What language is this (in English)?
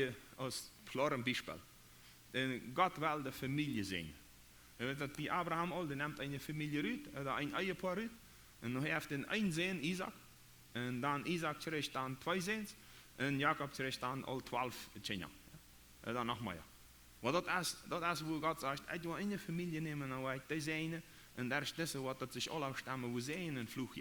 Plautdietsch